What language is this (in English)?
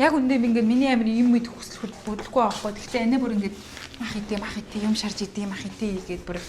Mongolian